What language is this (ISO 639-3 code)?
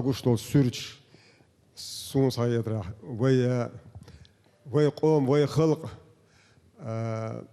che